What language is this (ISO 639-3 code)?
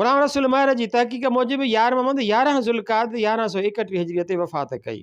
snd